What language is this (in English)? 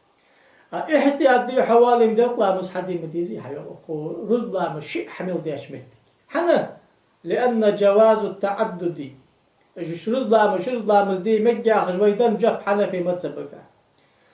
Ingush